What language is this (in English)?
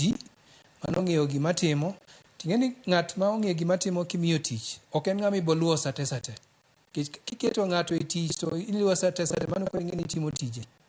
Luo (Kenya and Tanzania)